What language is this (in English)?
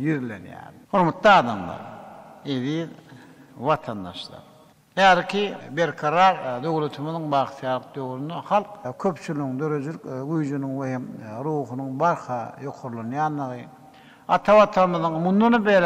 Turkmen